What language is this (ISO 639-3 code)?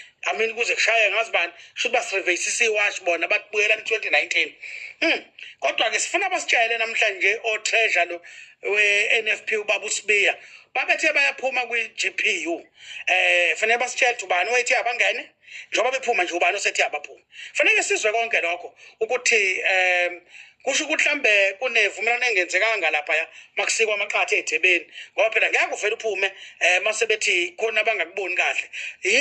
zul